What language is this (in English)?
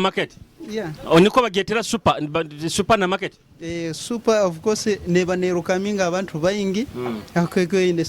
Nyoro